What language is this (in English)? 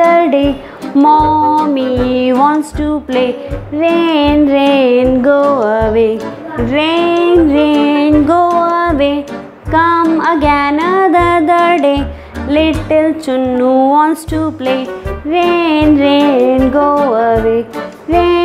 English